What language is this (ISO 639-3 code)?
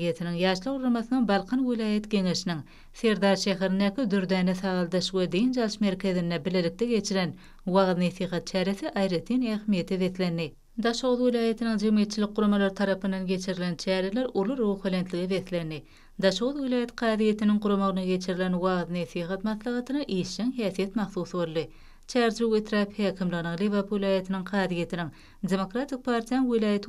tuk